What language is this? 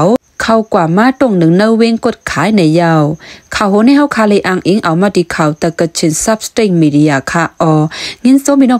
Shan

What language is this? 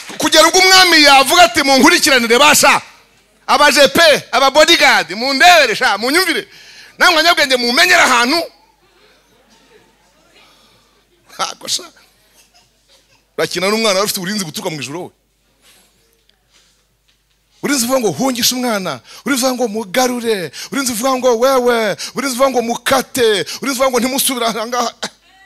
Kinyarwanda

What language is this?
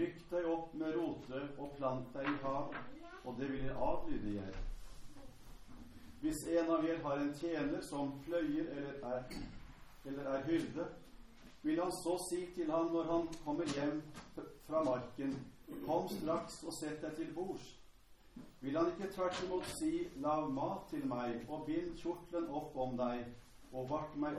Norwegian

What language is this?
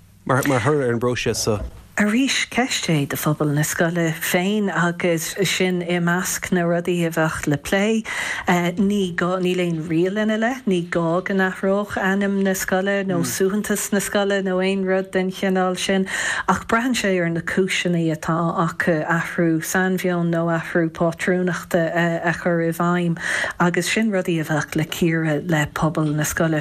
Irish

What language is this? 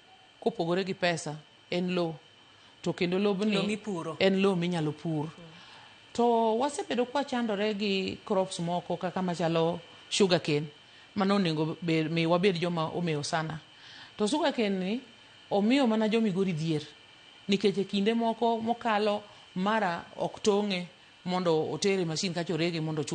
Luo (Kenya and Tanzania)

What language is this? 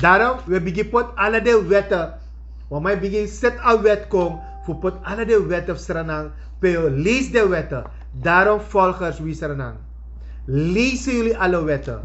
Sranan Tongo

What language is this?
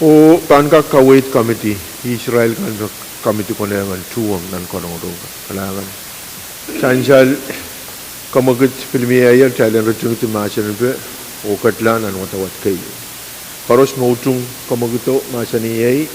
Pohnpeian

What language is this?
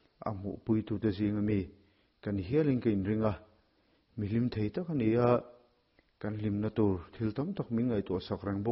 Mizo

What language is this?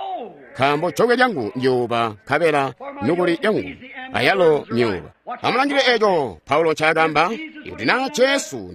Tonga (Zambia)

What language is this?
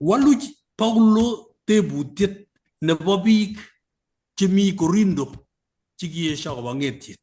Kalenjin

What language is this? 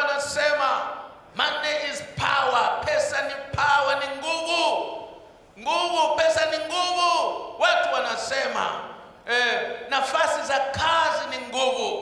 Swahili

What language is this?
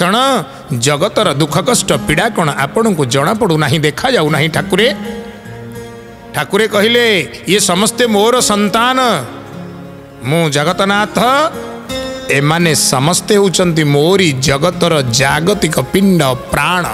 Odia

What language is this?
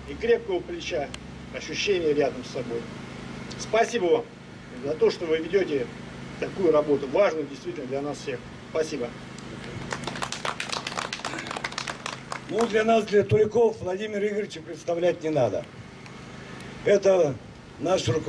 Russian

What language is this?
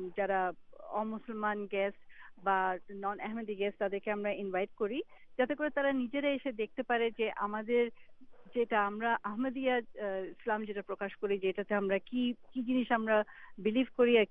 Bangla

